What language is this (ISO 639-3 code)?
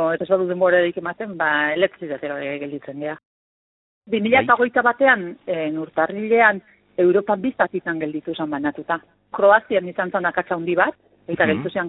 eus